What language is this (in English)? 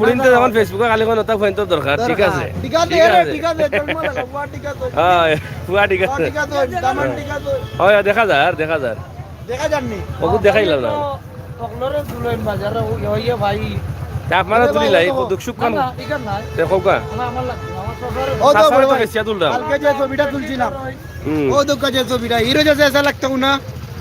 Sylheti